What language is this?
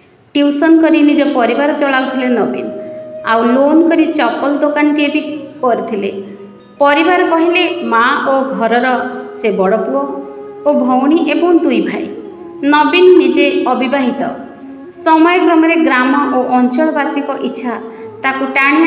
Odia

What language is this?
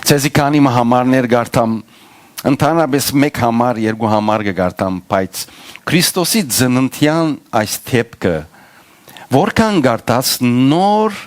Western Armenian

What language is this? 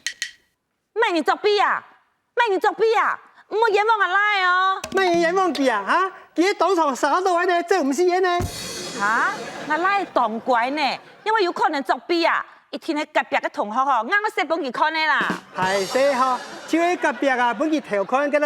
Hakka Chinese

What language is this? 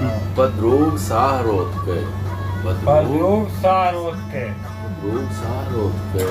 Baluchi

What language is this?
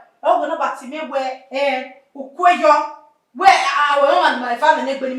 Bini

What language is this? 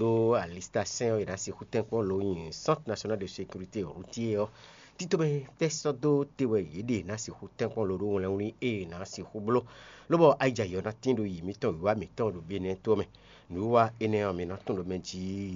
Fon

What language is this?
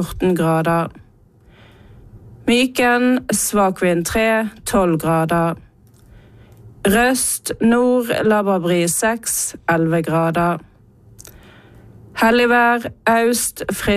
Norwegian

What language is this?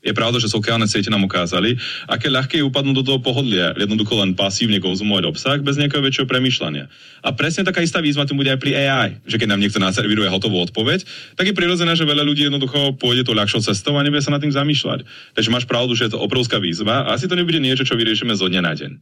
Slovak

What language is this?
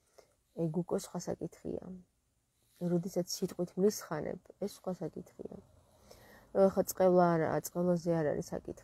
Georgian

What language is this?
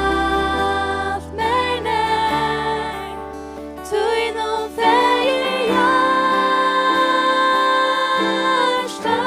Faroese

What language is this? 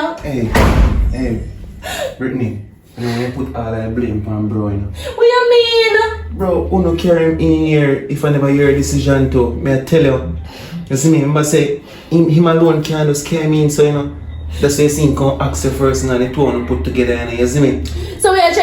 Jamaican Creole English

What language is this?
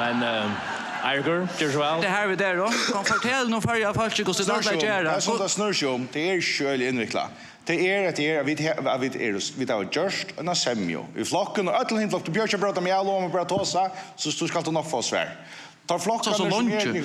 Faroese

